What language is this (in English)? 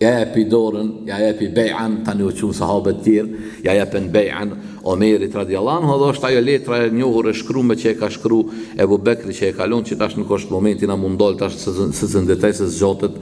Albanian